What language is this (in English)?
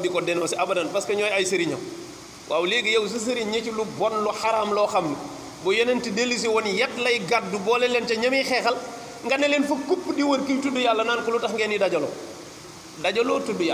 Wolof